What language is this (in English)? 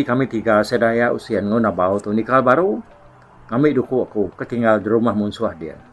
Iban